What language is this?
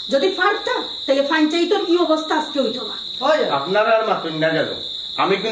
Sylheti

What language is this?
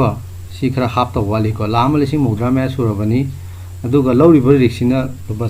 Manipuri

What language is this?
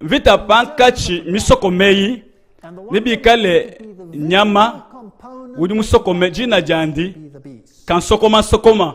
Luba-Lulua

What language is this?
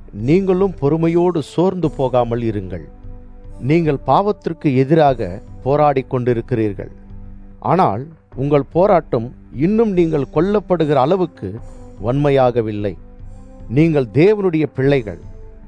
Tamil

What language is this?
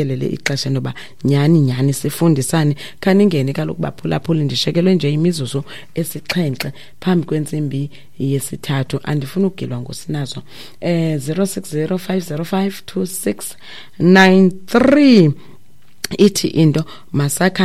Xhosa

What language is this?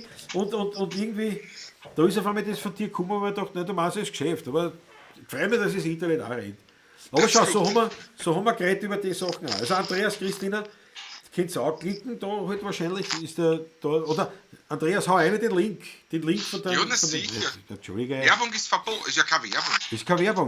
Bavarian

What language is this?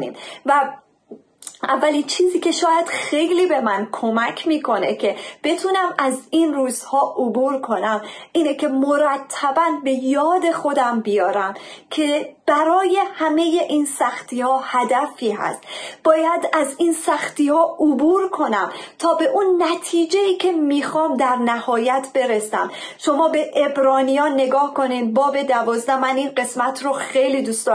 Persian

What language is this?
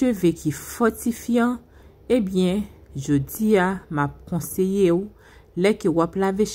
Haitian Creole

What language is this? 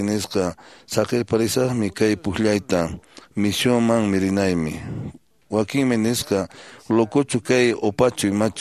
Quechua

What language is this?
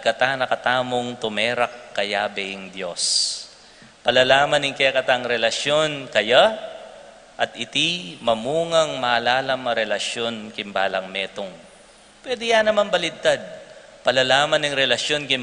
Pampanga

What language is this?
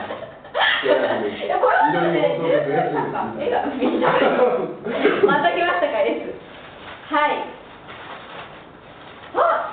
Japanese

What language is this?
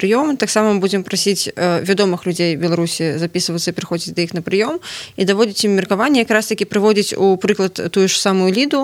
Belarusian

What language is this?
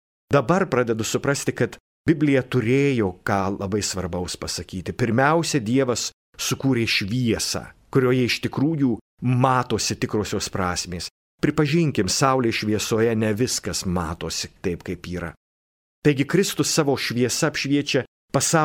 Lithuanian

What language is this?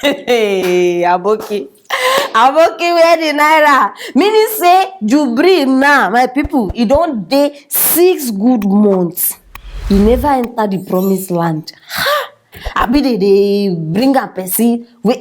Nigerian Pidgin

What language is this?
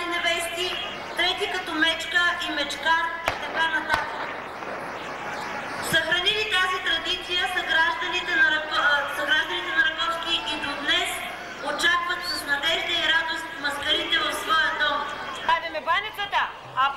Bulgarian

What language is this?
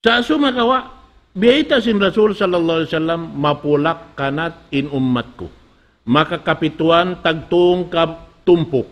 Tausug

